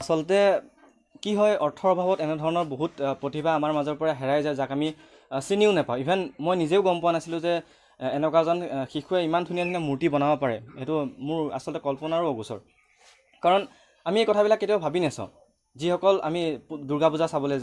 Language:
Assamese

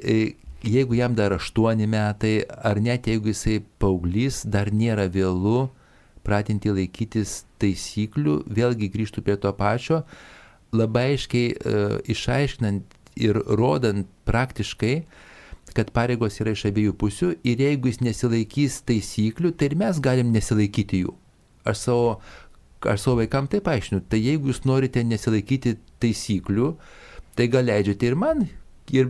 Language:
Lithuanian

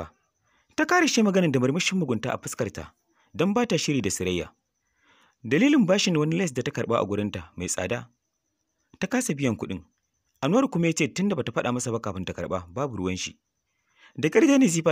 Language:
Hausa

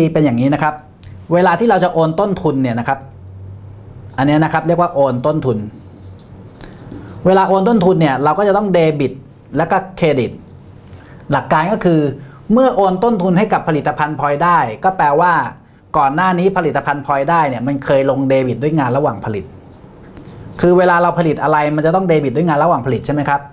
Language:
Thai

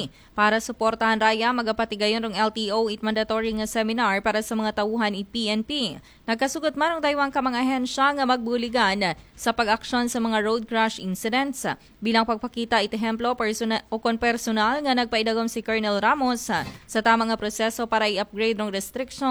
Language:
Aklanon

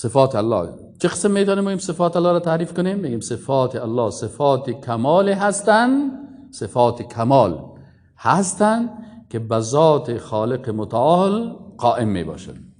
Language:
Persian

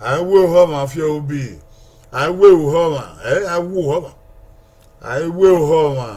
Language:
Bini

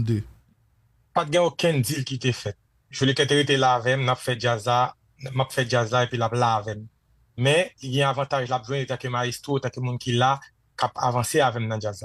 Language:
Haitian Creole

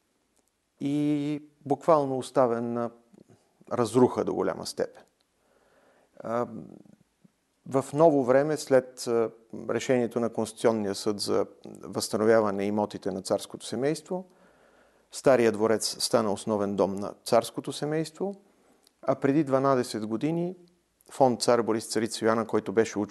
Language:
Bulgarian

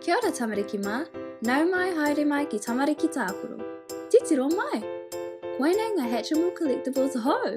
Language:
Māori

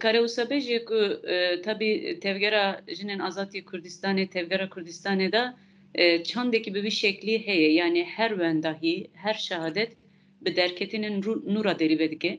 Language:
Kurdish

